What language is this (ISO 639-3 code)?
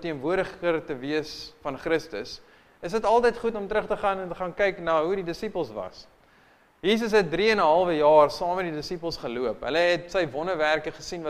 afr